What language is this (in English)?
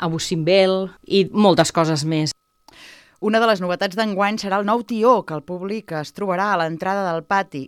Catalan